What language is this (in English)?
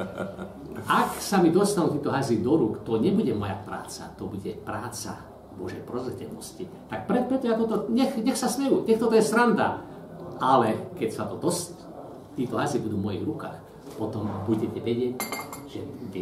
Slovak